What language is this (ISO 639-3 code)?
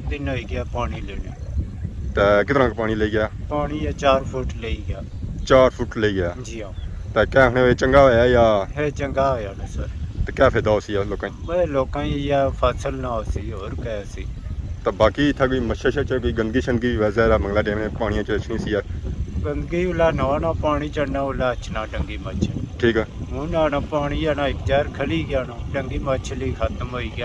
phr